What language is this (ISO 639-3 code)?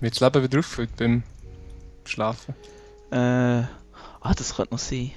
gsw